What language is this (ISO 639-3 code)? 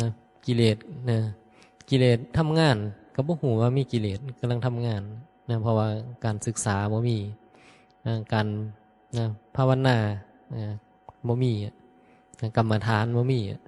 tts